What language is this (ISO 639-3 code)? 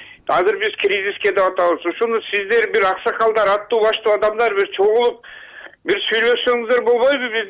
kir